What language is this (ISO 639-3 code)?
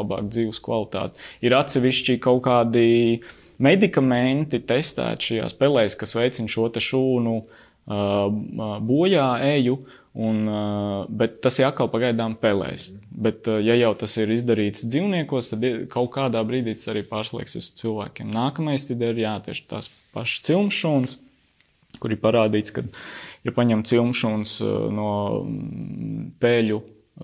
lav